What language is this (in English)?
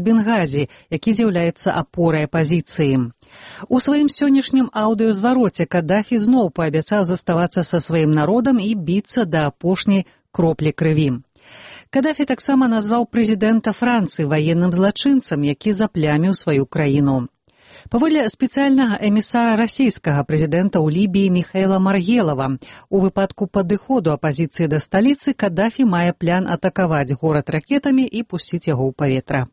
Belarusian